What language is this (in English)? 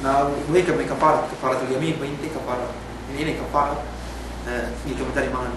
Yakan